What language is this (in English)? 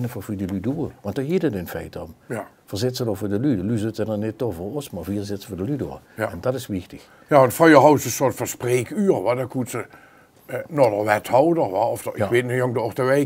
Limburgish